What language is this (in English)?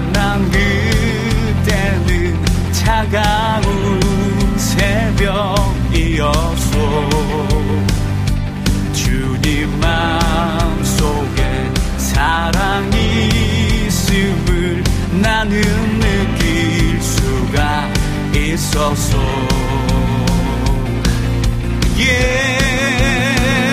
Korean